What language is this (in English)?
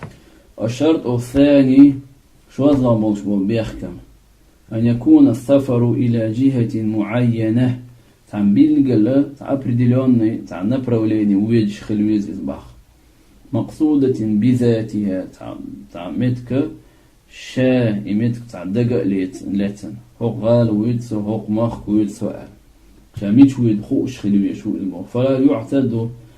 Chechen